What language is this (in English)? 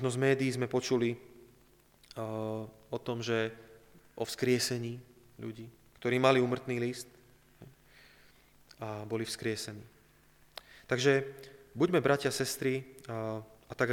Slovak